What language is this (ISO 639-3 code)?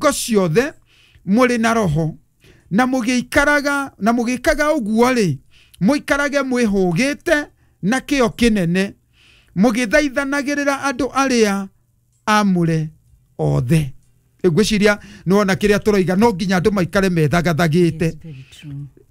kik